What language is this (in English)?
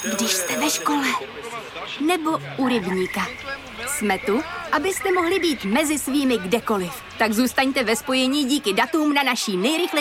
Czech